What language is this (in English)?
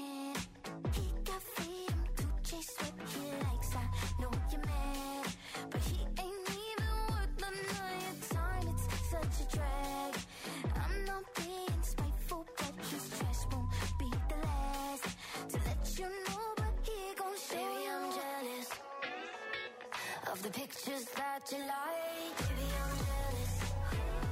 English